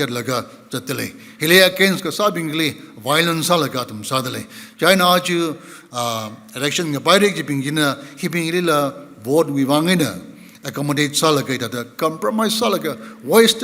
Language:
Tangkhul Naga (India)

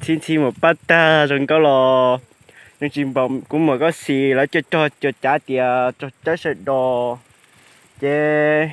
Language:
Hmong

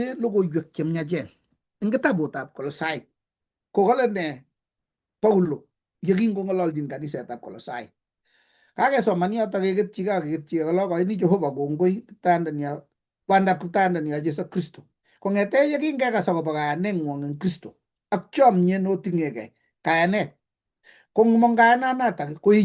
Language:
Kalenjin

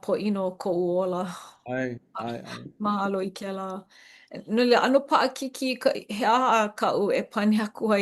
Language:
Hawaiian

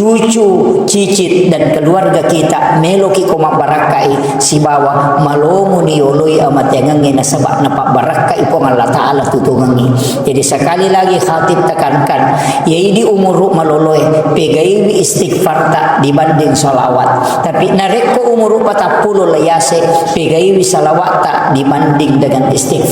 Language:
Buginese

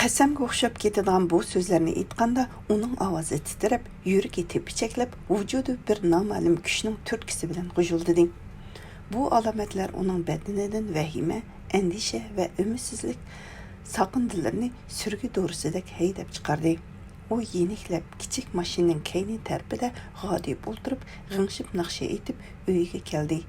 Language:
Uyghur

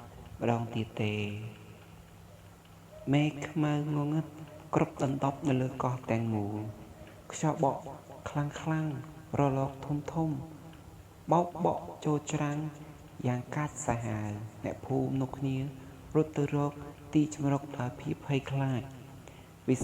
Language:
Khmer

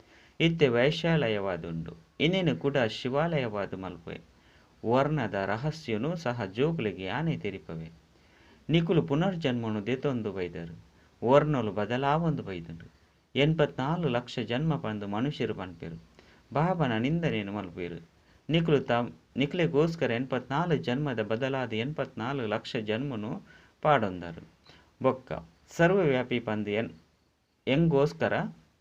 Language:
Tulu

